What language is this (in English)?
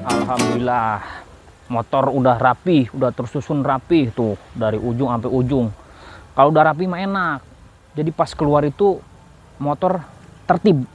Betawi